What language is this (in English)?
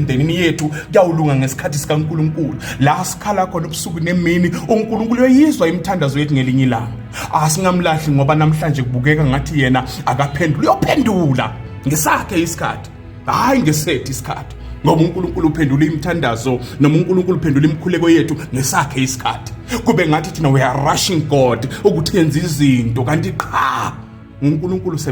Zulu